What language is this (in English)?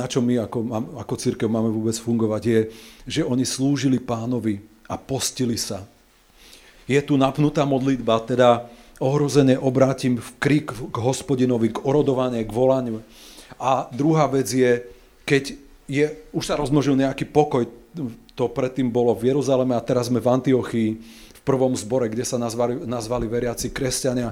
Slovak